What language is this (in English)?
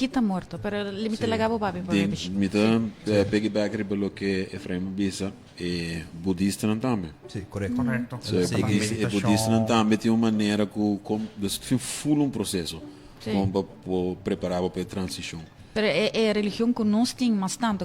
Papiamento